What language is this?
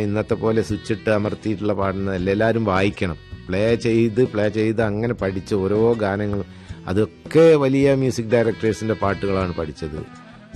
Malayalam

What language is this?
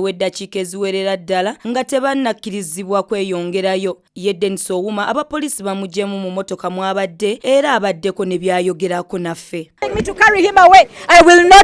Ganda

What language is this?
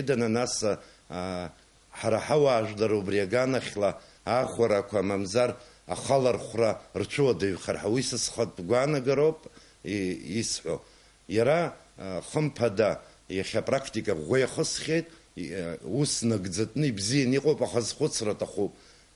Abkhazian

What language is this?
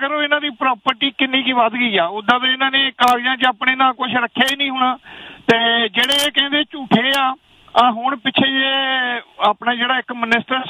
Punjabi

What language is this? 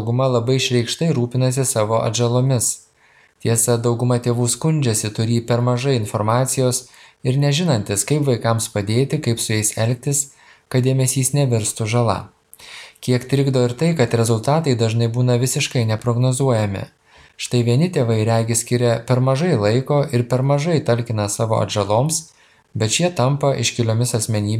Lithuanian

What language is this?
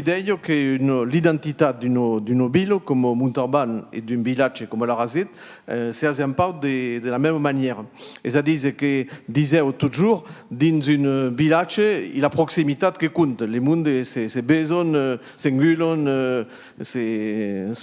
Occitan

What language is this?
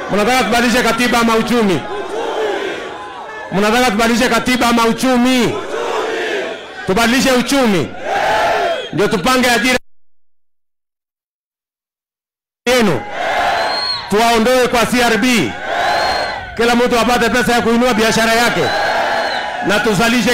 Swahili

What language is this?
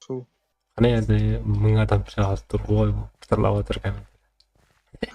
Kara-Kalpak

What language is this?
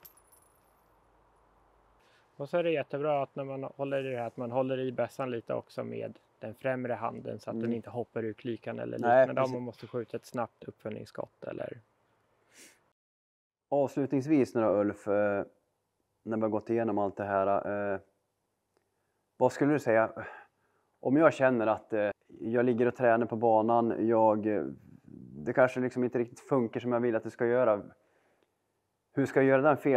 Swedish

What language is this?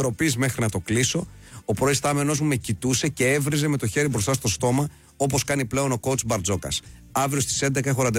Greek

